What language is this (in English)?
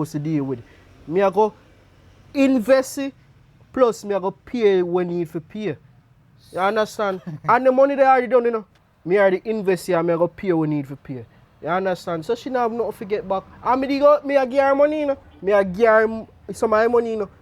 Jamaican Creole English